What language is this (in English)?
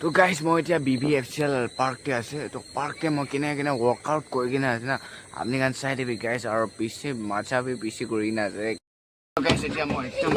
Naga Pidgin